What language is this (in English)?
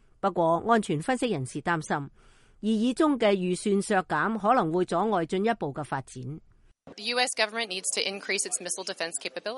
Cantonese